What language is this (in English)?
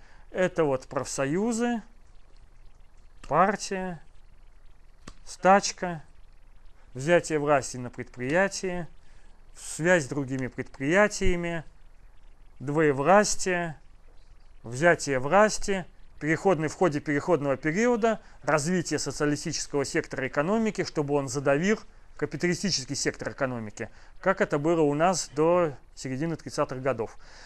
Russian